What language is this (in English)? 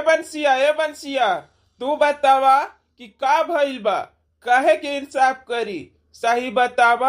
Bhojpuri